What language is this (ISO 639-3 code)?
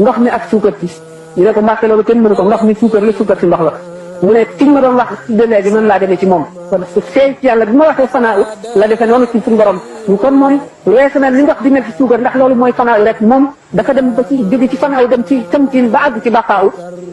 wol